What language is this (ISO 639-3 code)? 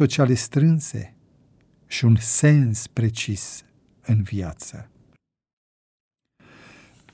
ron